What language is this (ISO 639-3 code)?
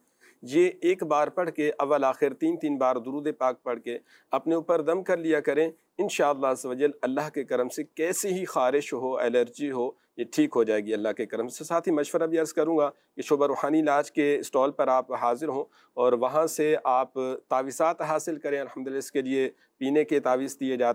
urd